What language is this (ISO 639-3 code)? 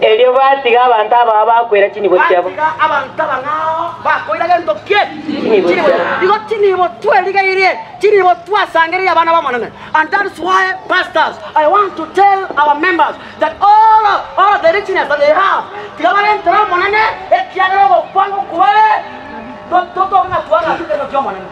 guz